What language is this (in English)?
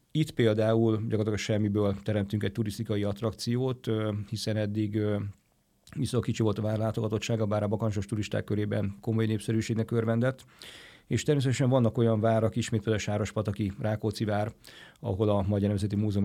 Hungarian